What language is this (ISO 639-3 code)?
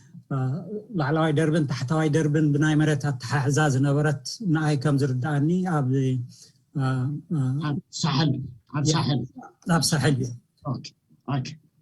tir